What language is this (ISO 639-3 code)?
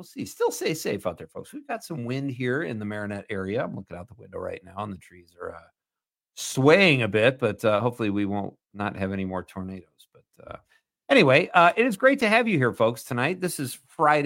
eng